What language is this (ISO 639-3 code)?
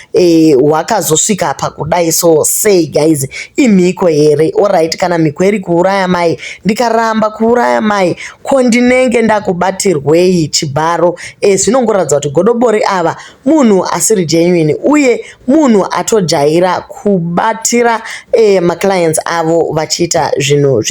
sna